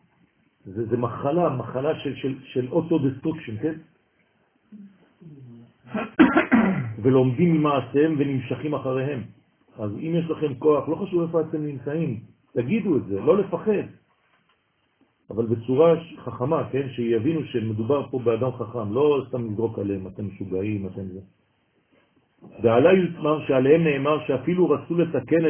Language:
Hebrew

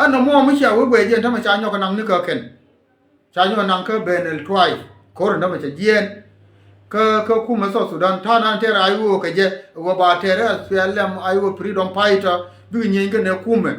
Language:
Nuer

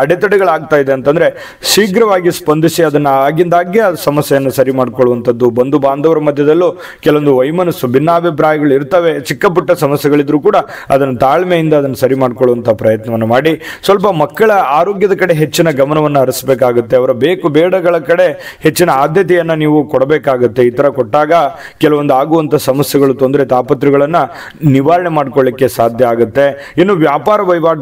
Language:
Kannada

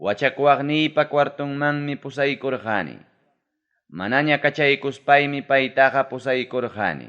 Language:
Ayacucho Quechua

